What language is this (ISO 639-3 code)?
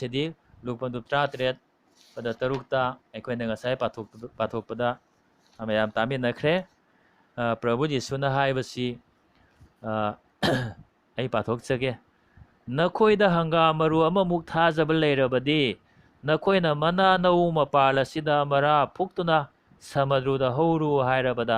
mni